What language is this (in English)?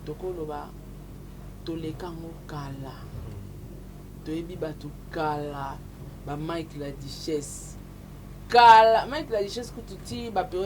Lingala